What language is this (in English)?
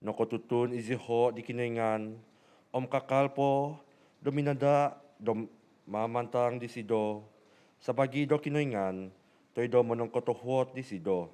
Central Dusun